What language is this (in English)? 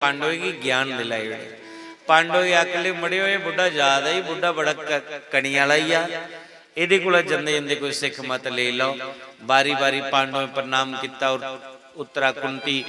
Dogri